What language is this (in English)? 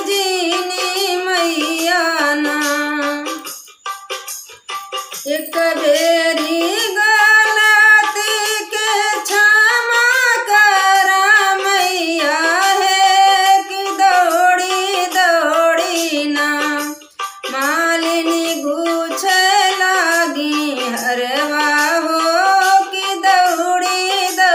Bhojpuri